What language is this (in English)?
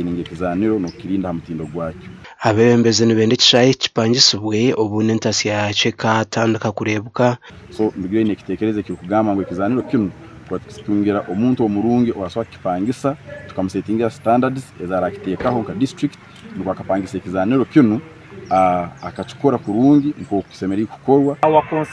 Nyankole